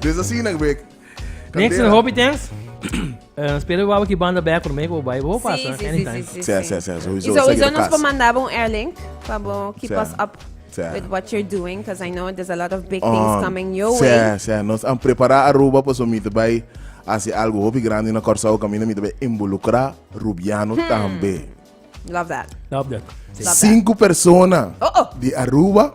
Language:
Papiamento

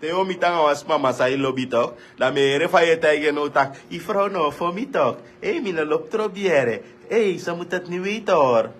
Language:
Sranan Tongo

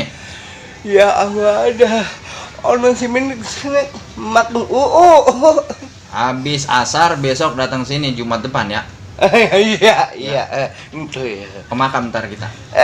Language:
Betawi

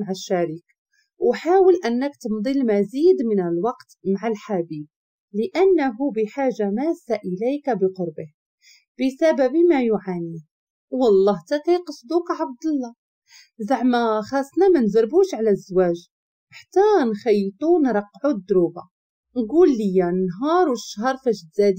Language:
Moroccan Arabic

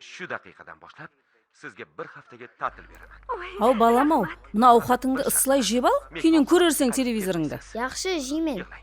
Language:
Kara-Kalpak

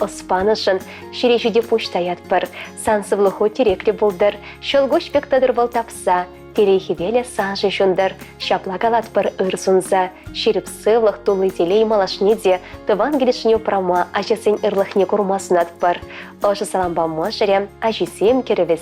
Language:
Chuvash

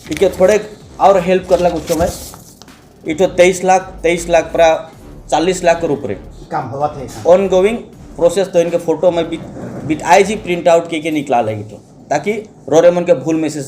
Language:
Sadri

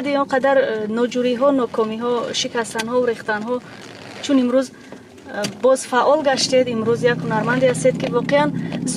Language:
Tajik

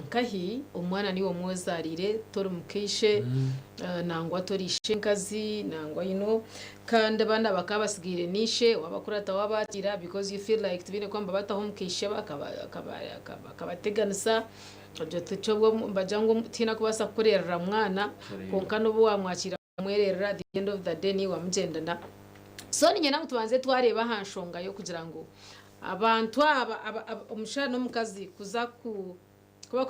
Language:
Nyankole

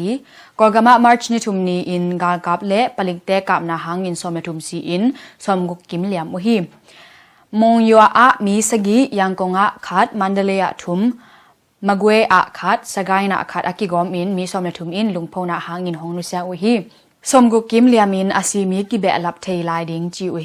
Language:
Tedim Chin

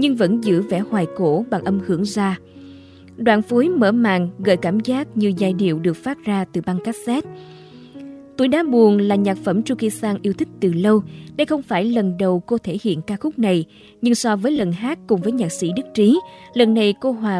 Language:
Vietnamese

